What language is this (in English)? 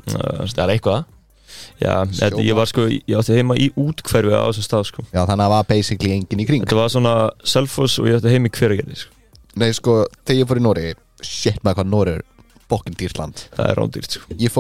Icelandic